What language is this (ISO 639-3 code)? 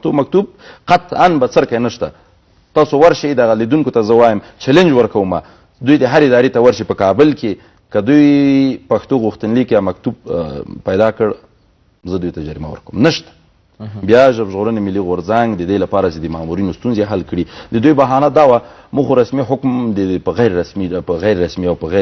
pus